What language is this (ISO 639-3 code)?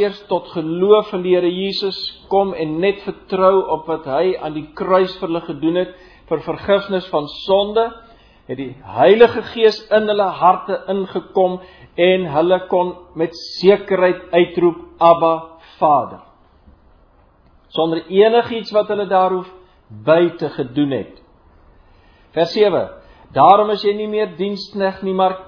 afr